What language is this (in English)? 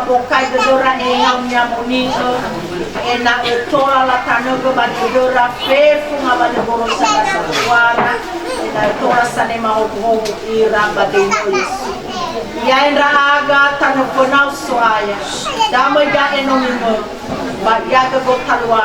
Nias